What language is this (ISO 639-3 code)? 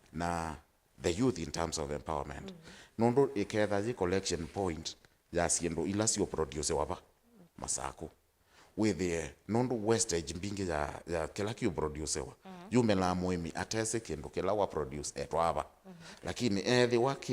kam